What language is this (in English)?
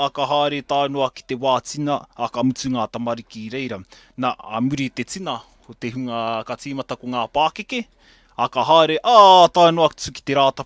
Māori